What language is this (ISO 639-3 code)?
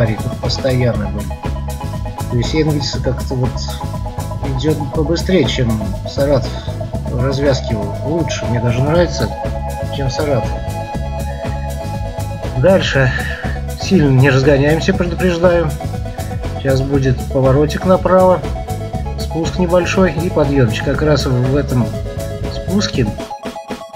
rus